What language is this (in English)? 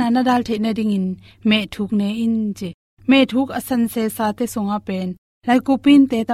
Tedim Chin